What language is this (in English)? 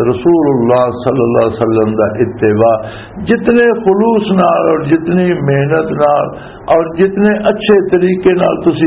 Western Panjabi